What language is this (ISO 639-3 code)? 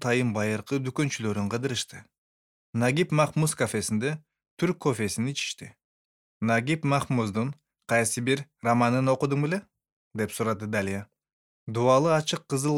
kir